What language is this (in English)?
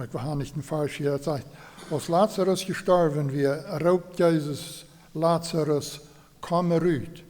Plautdietsch